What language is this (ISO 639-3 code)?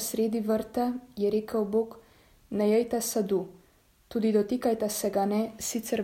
slv